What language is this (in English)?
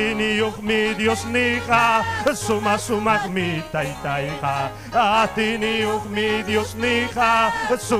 Ayacucho Quechua